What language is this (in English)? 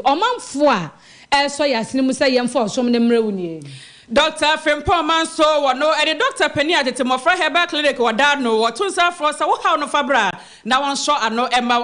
Akan